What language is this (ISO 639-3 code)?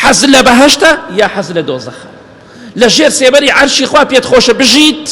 ckb